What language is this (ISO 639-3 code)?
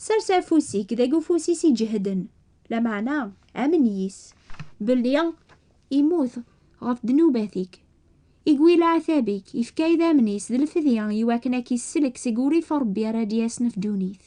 kab